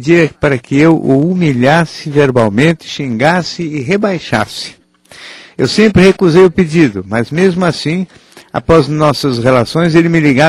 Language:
Portuguese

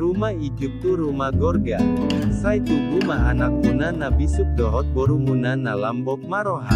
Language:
Batak Toba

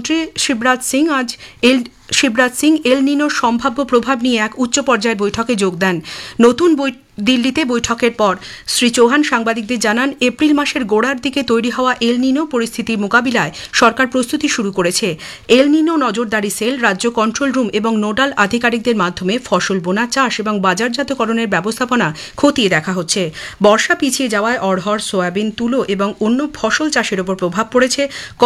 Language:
Bangla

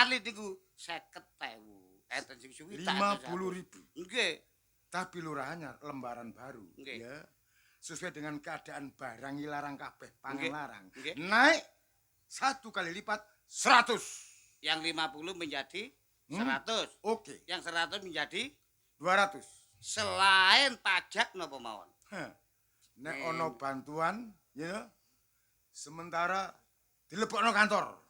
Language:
Javanese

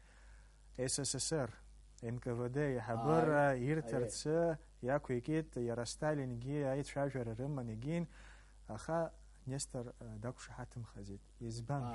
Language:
Abkhazian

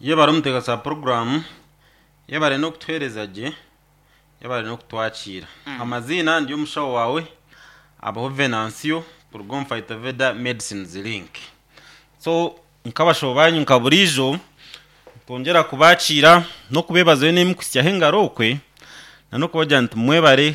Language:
Nyankole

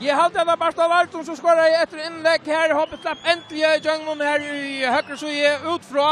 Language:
Faroese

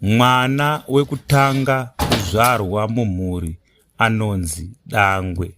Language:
Shona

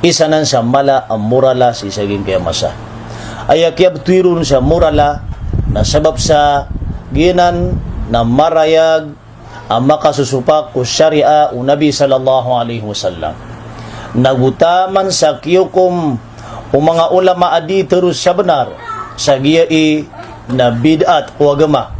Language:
Maranao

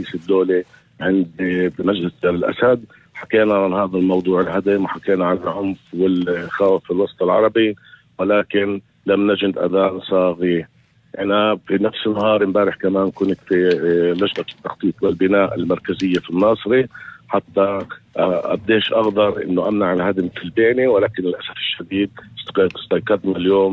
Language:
North Levantine Arabic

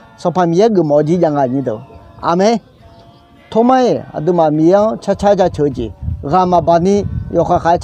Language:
Akha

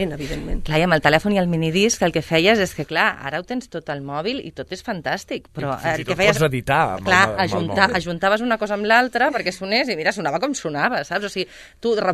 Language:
Catalan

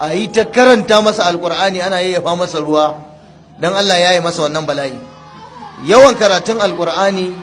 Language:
Hausa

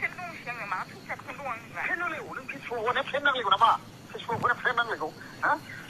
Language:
Bodo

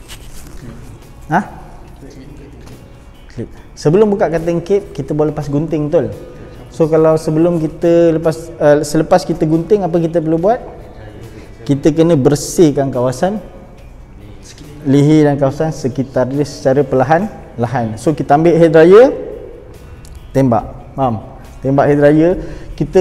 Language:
Malay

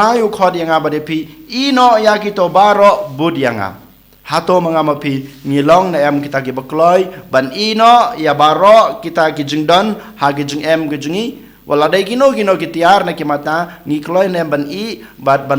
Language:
Khasi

